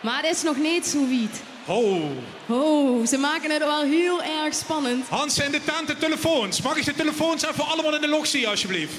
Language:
Limburgish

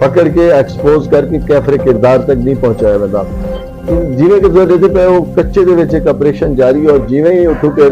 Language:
Saraiki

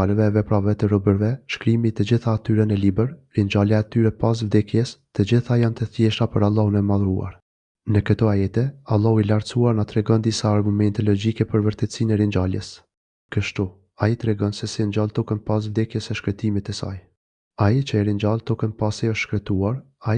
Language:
Albanian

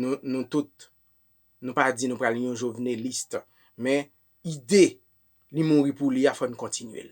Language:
Haitian Creole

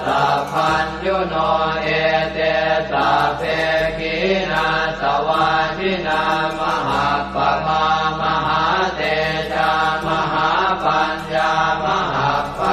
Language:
Pali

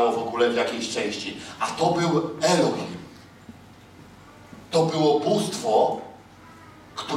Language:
Polish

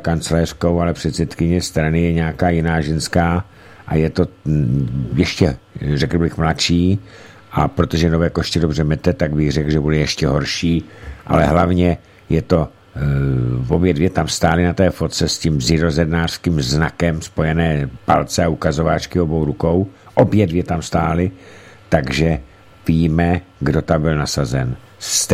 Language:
Czech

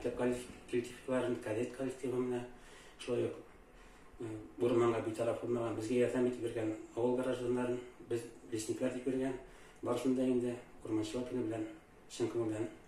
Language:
Tatar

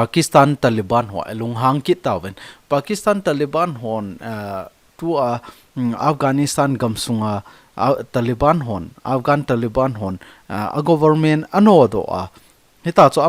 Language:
Thado Chin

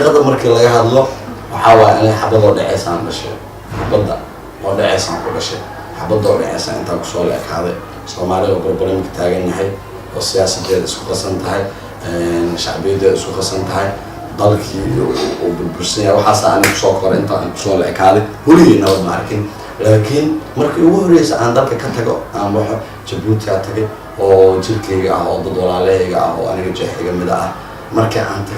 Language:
Somali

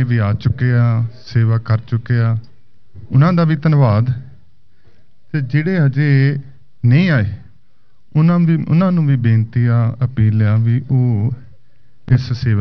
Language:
Punjabi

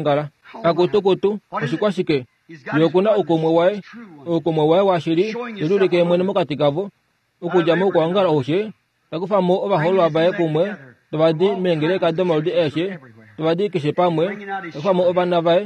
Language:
Kuanyama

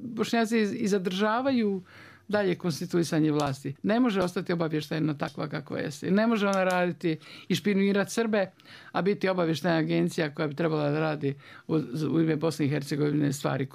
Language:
Bosnian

